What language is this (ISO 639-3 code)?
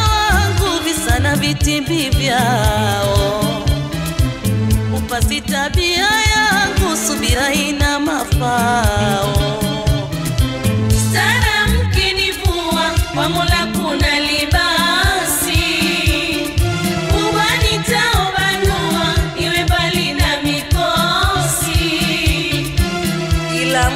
swa